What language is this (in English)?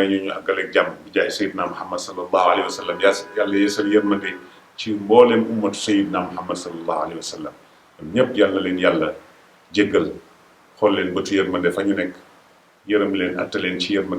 Wolof